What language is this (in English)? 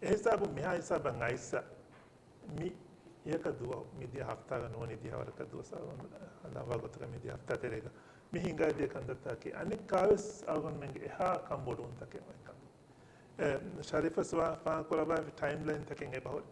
Divehi